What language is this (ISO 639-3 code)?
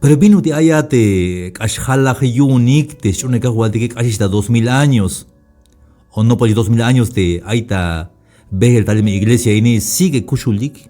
tzh